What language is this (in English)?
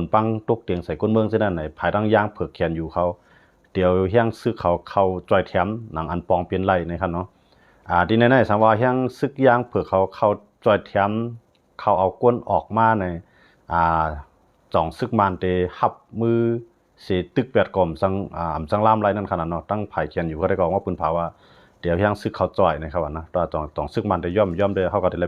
Shan